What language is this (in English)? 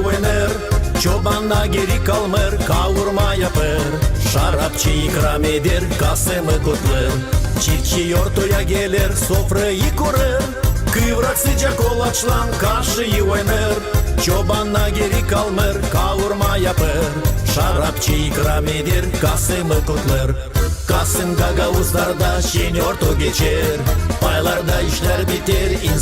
Gagauz